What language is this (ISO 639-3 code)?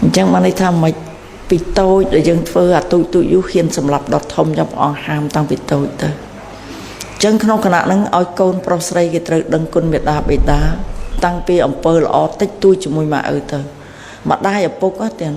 khm